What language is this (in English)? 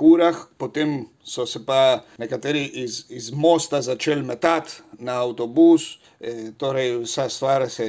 Slovenian